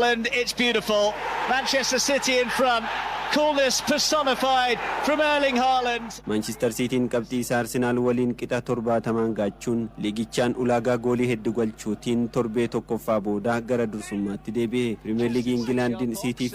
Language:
Oromo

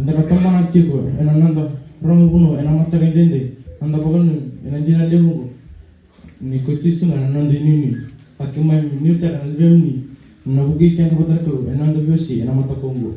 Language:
Fijian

